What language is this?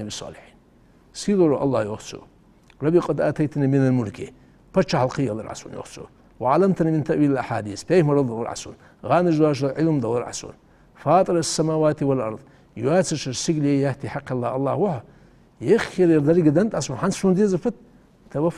Ingush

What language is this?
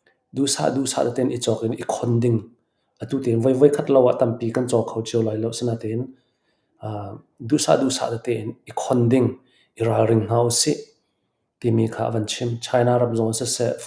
Falam Chin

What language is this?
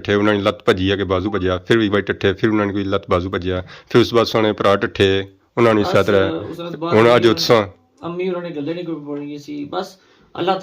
Pahari-Potwari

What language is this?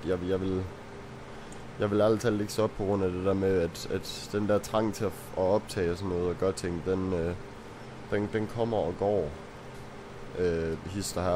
Danish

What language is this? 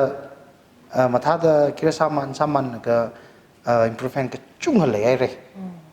Tangkhul Naga (India)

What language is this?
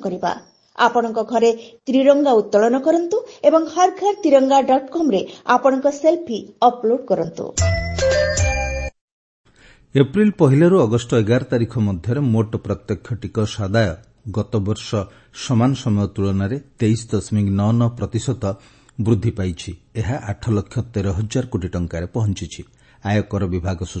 Odia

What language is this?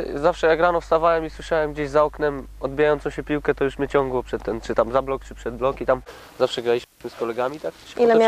Polish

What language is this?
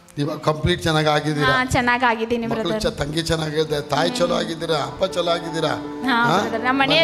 Kannada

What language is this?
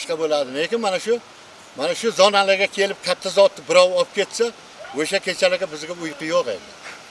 Uzbek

